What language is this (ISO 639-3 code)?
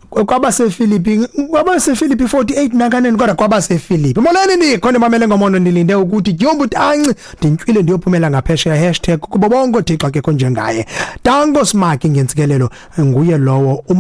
xho